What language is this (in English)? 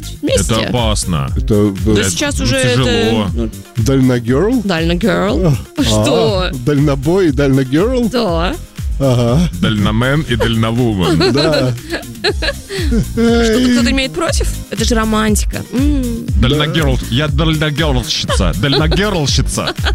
Russian